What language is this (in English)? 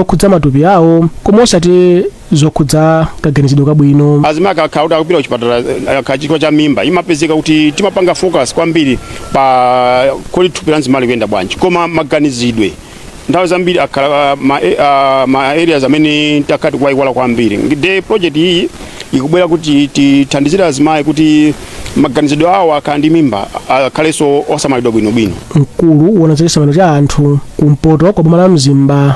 Nyanja